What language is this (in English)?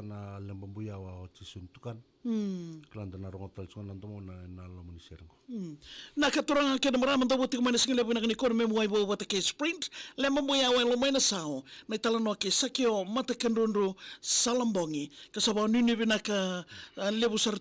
Fijian